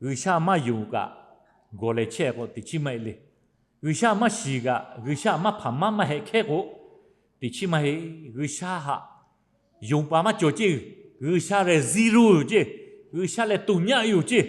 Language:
Lahu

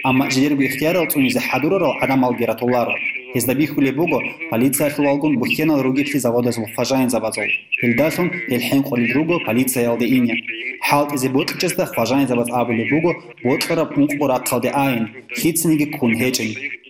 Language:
Avaric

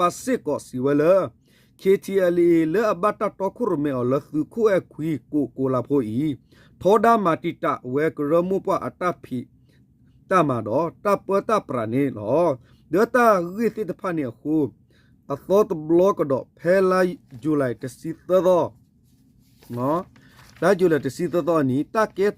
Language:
S'gaw Karen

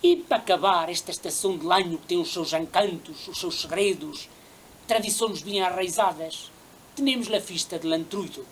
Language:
Mirandese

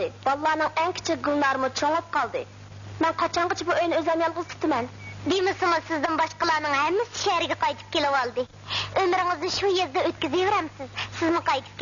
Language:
Uyghur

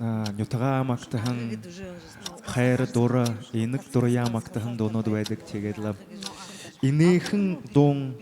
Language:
Buriat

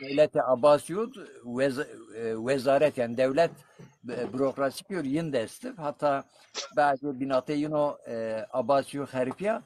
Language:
Zaza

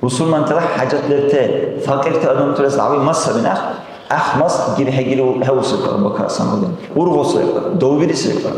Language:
Dargwa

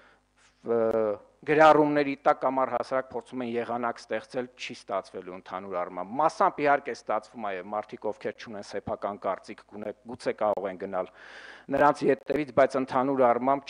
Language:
Armenian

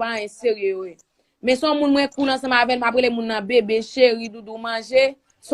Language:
Haitian Creole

